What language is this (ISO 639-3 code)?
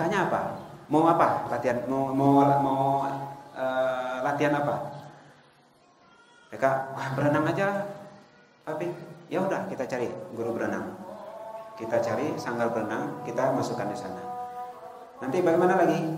ind